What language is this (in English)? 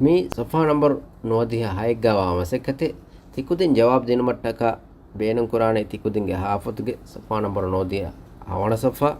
Divehi